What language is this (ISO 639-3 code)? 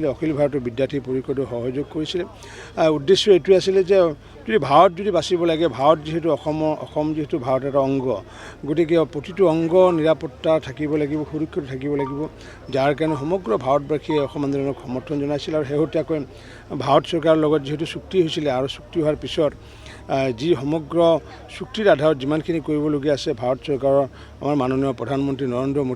asm